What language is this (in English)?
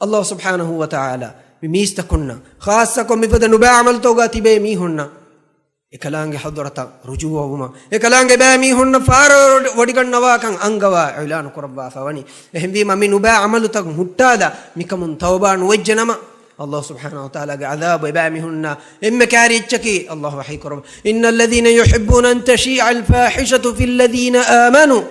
Divehi